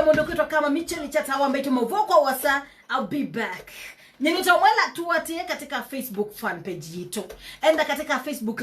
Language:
Kamba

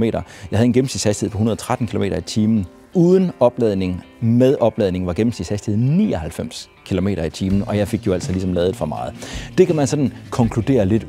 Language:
Danish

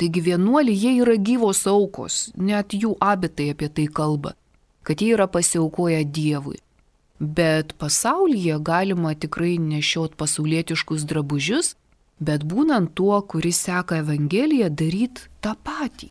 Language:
Lithuanian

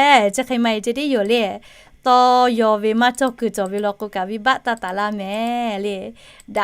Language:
Lahu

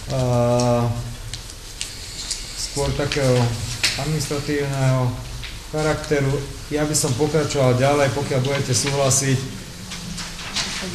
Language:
Slovak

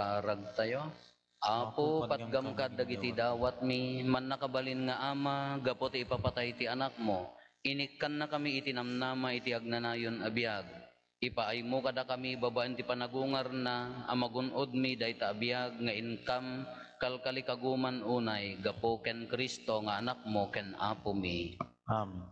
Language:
Iloko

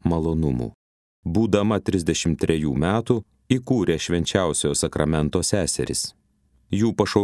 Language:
Lithuanian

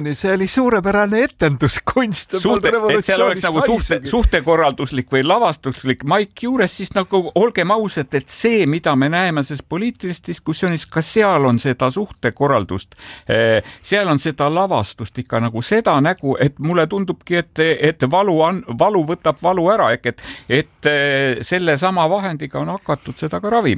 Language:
Estonian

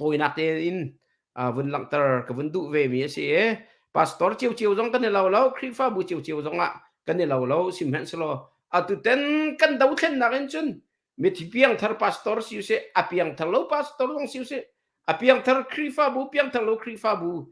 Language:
Hakha Chin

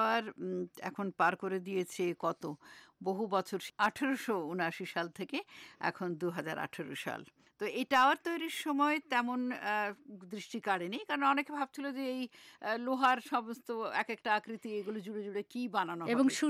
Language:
Bangla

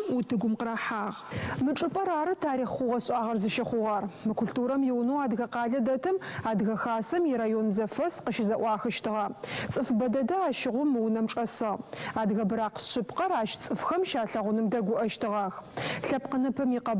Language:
Adyghe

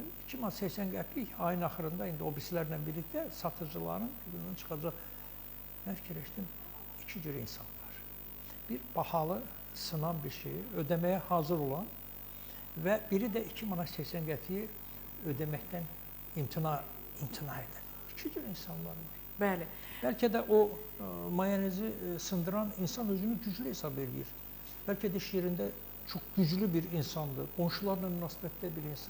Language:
Azerbaijani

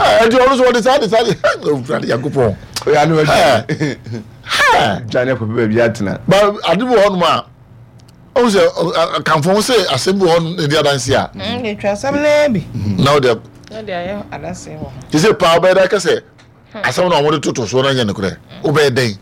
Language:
Akan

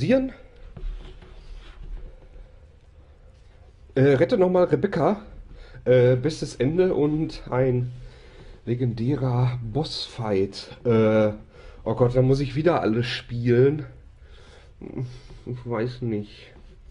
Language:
German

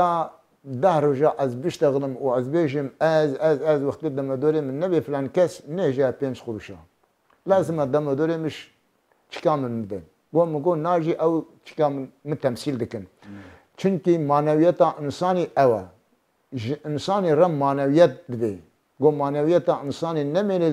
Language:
Kurdish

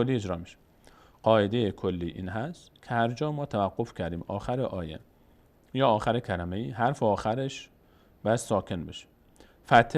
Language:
Persian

